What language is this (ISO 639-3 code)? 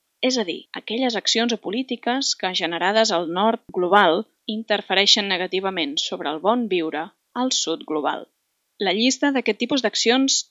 cat